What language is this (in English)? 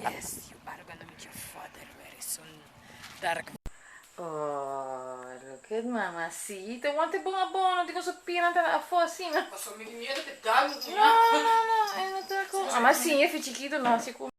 Papiamento